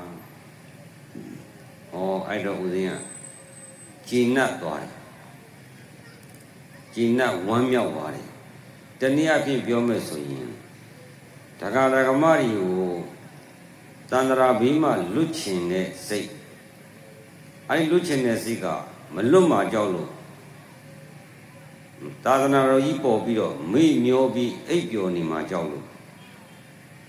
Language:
Burmese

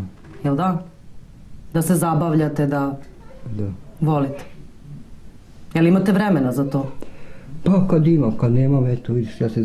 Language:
Serbian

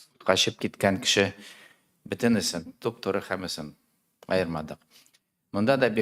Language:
Tatar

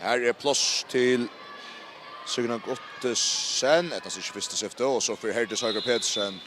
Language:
Faroese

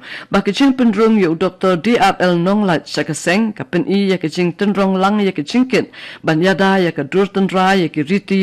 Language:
Khasi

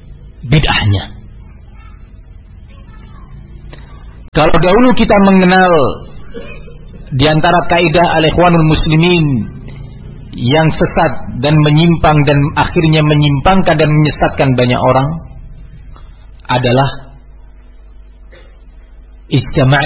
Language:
Indonesian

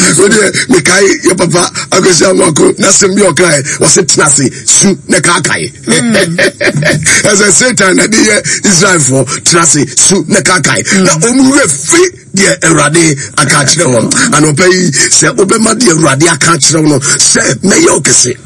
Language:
Akan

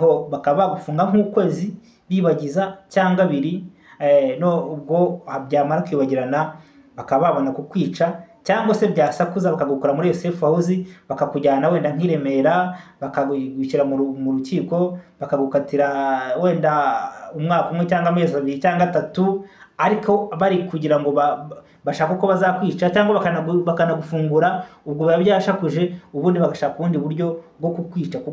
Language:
Kinyarwanda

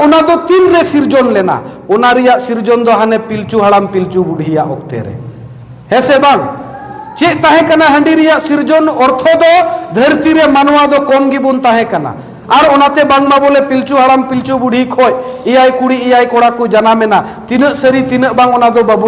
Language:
Santali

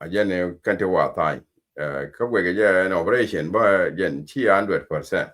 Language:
Nuer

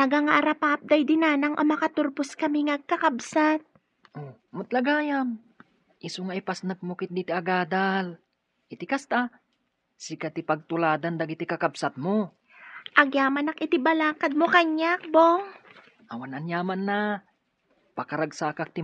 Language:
Iloko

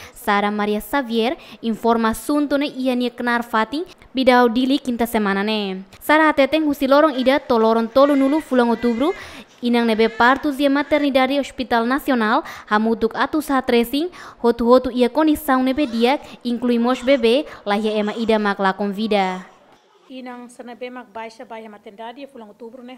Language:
Tetum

